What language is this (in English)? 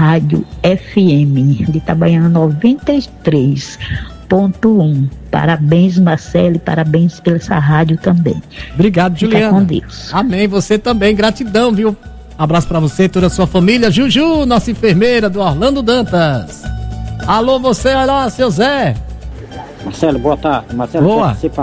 Portuguese